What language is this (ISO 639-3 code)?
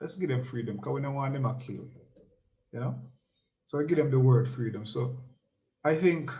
jam